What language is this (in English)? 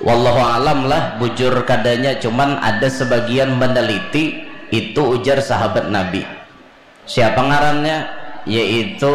Banjar